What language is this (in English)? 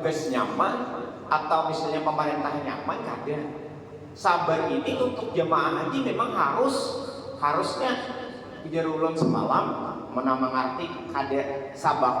Banjar